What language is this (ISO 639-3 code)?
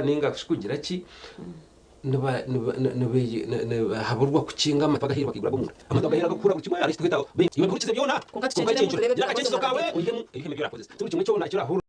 nyn